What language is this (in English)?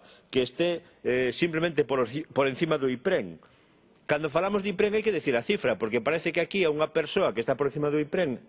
Galician